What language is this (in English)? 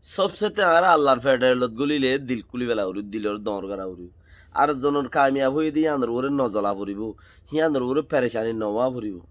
Rohingya